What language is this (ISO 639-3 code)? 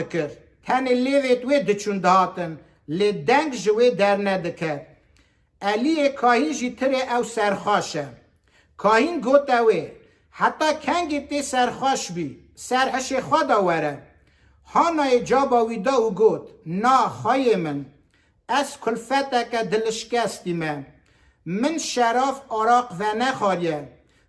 kur